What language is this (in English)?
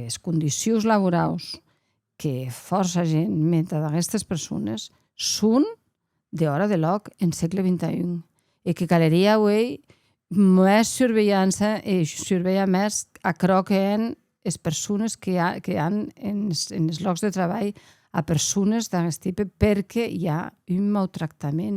Occitan